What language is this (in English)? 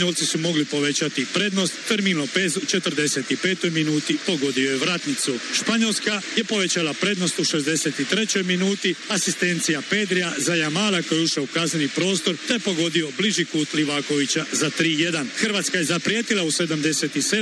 Croatian